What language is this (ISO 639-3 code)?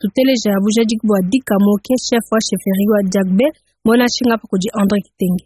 lua